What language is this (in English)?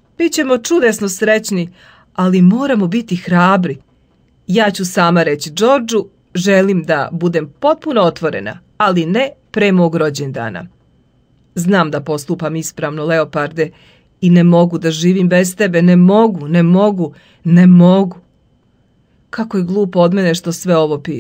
Serbian